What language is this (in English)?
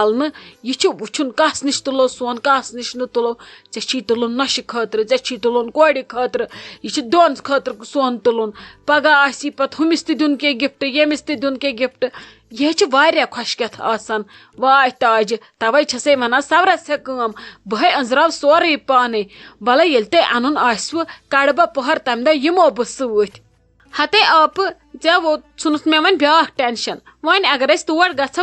Kashmiri